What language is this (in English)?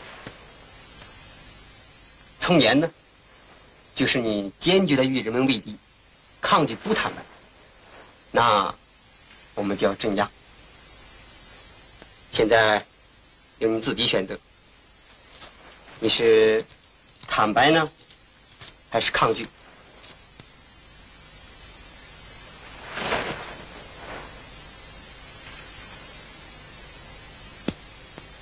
Chinese